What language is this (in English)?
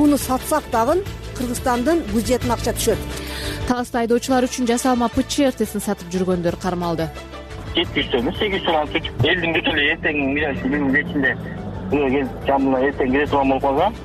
Kyrgyz